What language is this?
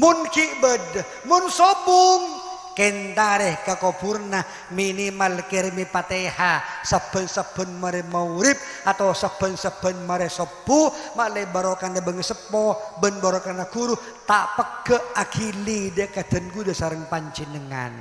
Madurese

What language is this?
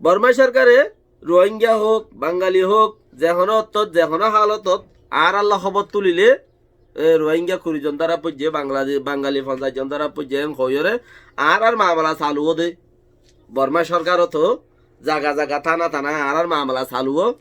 Rohingya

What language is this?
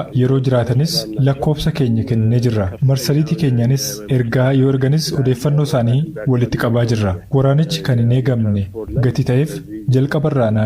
Oromo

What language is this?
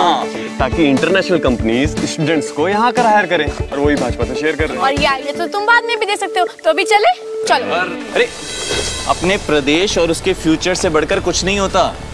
Hindi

